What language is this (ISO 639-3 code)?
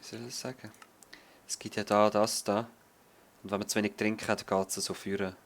gsw